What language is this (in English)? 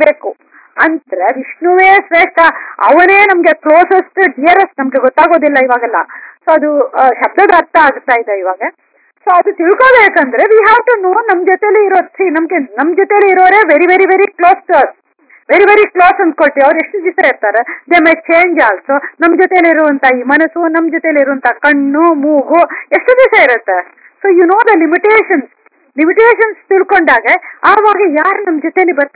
Kannada